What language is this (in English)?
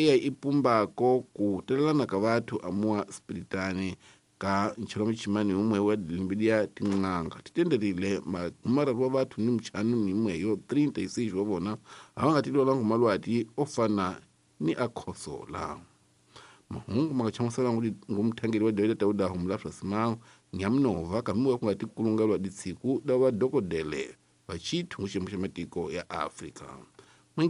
Tsonga